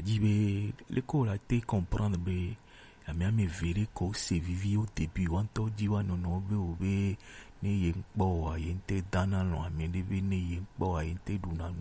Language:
Gen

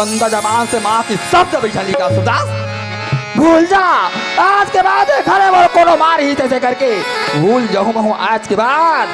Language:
Chhattisgarhi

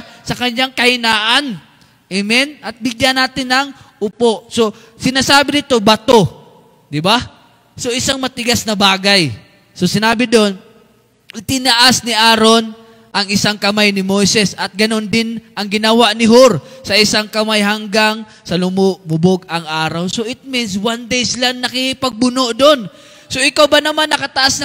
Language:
Filipino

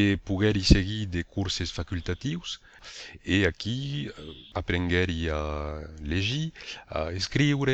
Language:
Italian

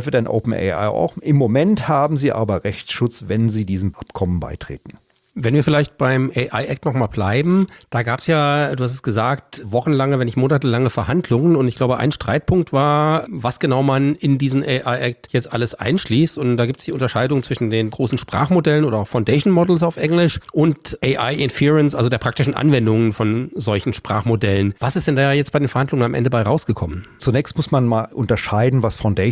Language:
German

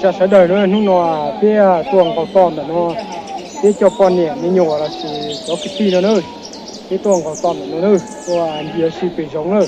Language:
Hmong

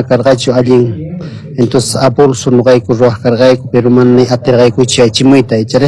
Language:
Quechua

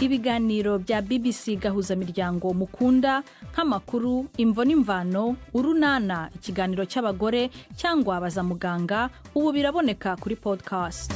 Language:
Rundi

